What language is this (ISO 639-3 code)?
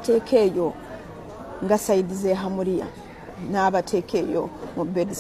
lug